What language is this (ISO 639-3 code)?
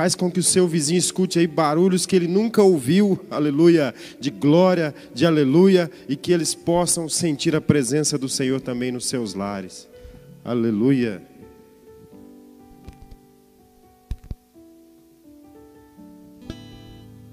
por